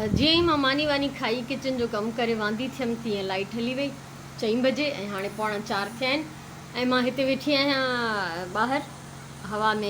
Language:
Sindhi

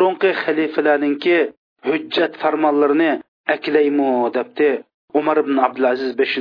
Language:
Uyghur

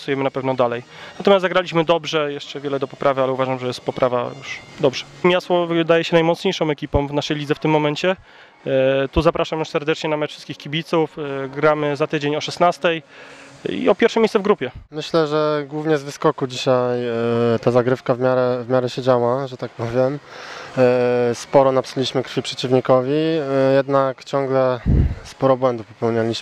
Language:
Polish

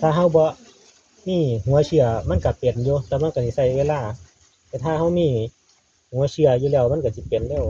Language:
Northeastern Thai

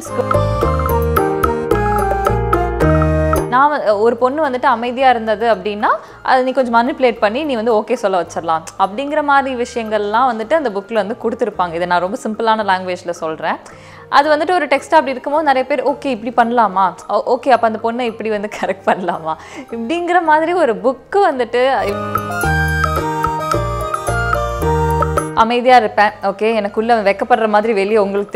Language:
Tamil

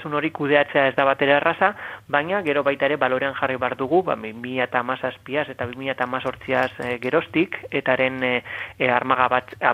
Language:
Basque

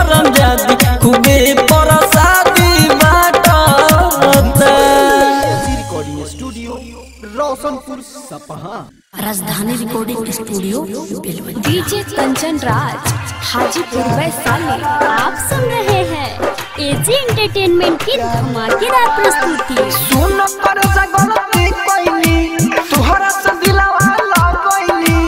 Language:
Bhojpuri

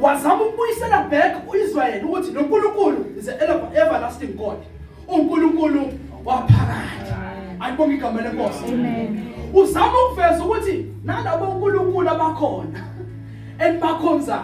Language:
Zulu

